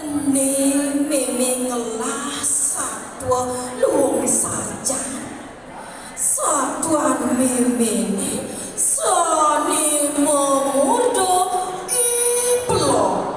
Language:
Balinese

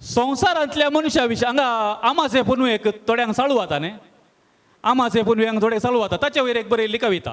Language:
Konkani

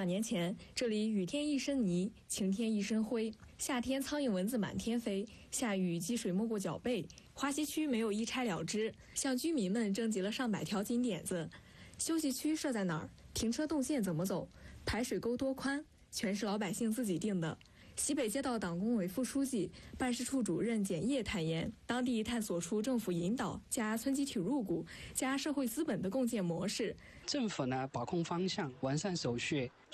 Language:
Chinese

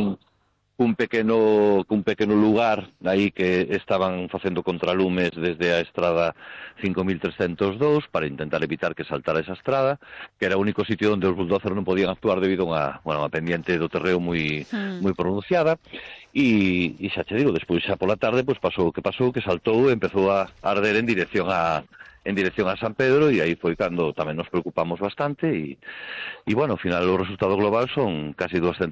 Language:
Galician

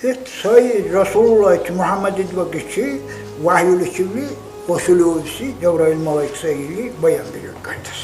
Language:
Dargwa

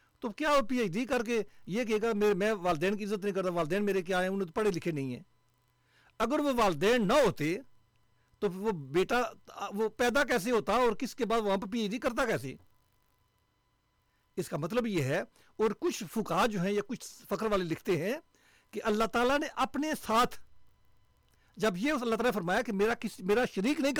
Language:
Urdu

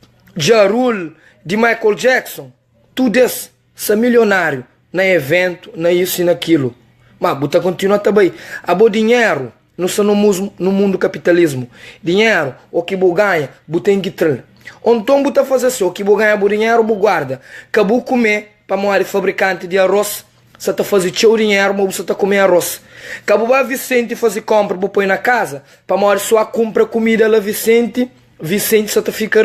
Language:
Kabuverdianu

